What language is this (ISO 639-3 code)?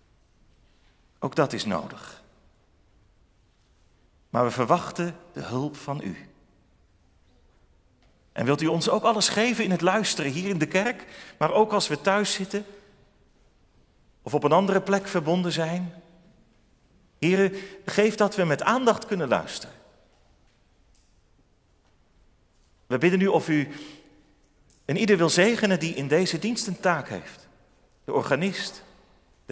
nld